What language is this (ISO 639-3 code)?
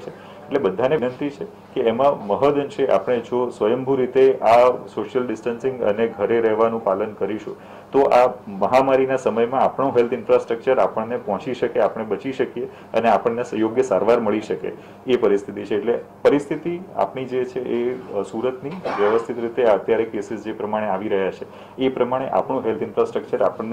guj